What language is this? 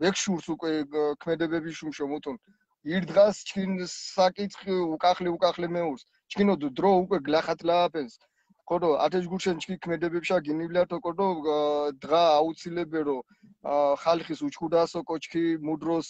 Mingrelian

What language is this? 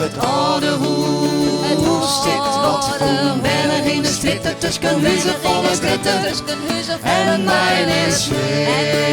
Western Frisian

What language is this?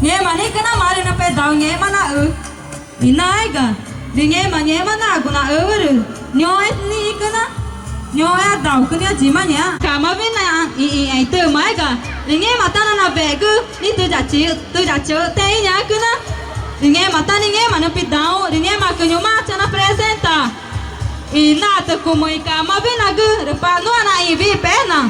Ticuna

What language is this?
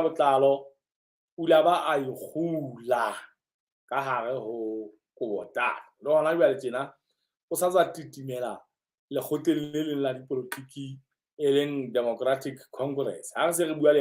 Southern Sotho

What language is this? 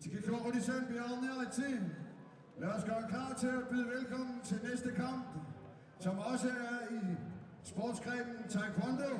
Kalaallisut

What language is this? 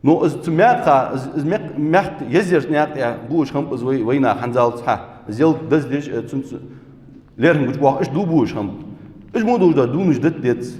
Ingush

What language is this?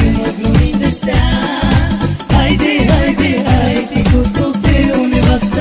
Romanian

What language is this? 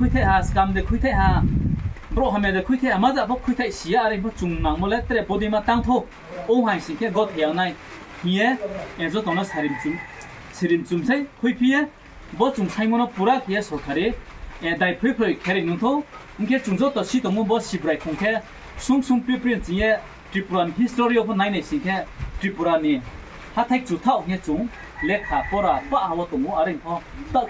Riang (India)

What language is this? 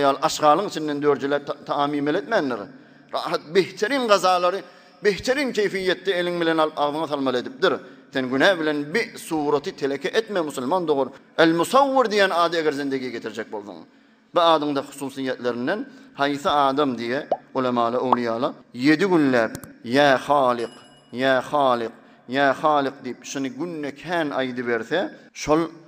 Turkmen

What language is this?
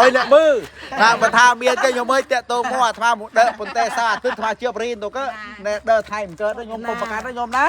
Khmer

